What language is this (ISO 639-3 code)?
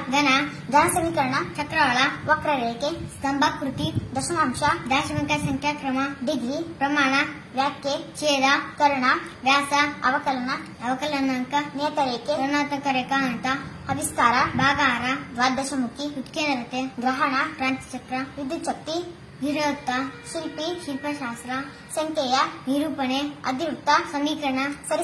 kan